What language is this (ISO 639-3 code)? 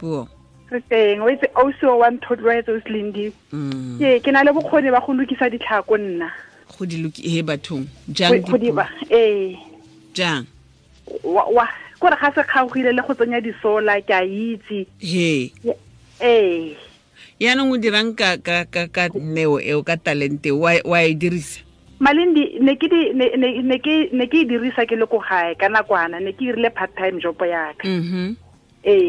tsn